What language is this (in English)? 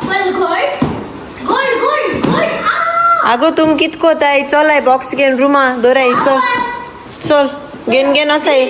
Konkani